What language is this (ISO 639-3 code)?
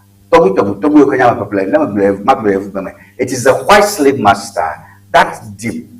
ewe